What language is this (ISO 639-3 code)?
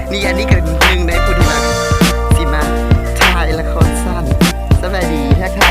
lao